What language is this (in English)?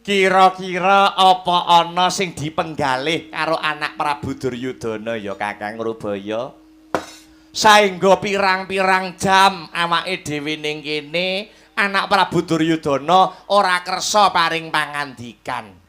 Javanese